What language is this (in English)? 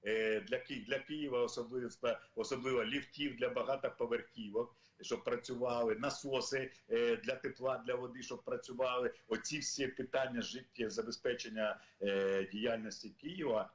Ukrainian